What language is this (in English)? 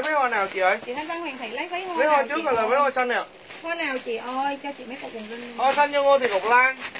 Vietnamese